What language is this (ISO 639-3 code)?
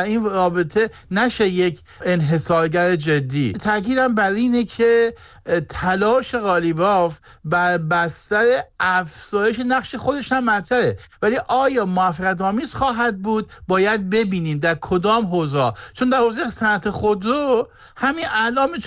fas